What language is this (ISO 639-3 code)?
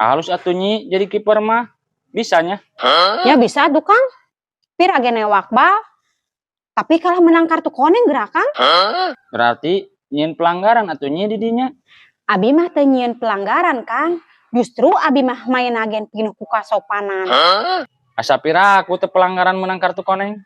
sun